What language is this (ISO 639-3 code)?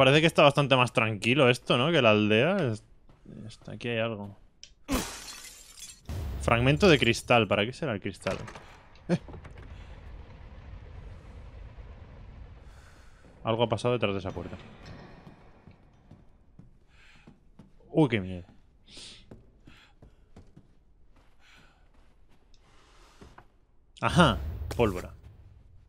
spa